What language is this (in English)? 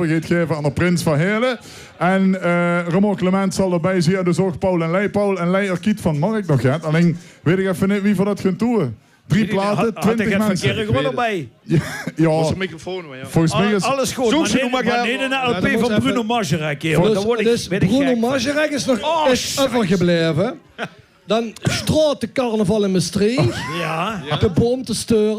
Limburgish